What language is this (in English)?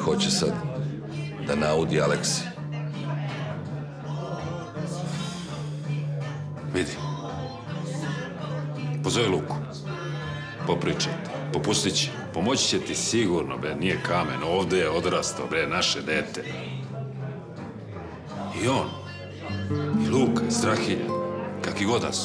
Serbian